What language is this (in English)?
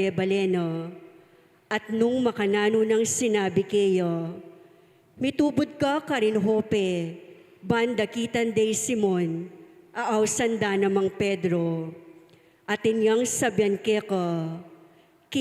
Pampanga